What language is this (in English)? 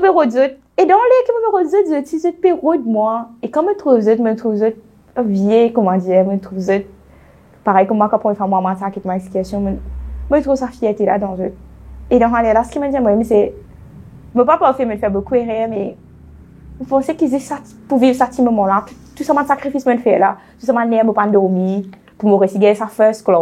Morisyen